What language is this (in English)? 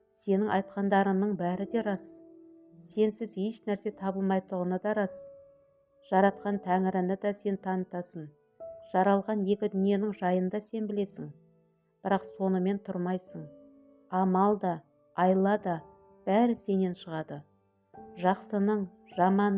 Kazakh